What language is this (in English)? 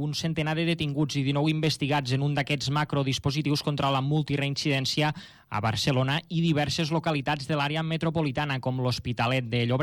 Catalan